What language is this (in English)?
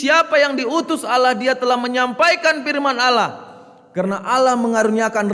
Batak Karo